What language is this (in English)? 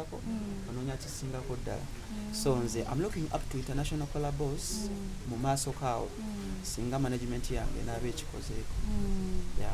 Ganda